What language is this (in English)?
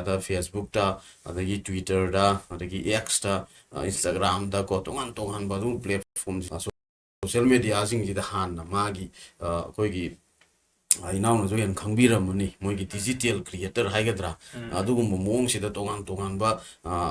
Manipuri